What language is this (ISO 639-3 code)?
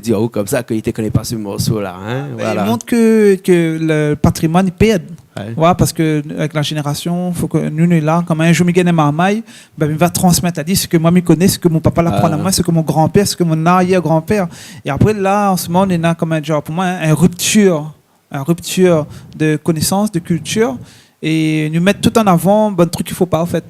rcf